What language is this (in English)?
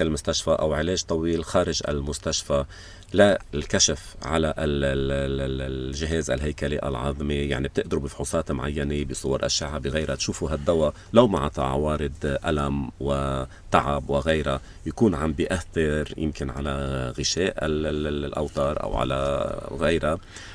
North Levantine Arabic